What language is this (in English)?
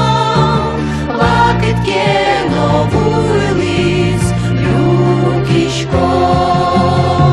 Udmurt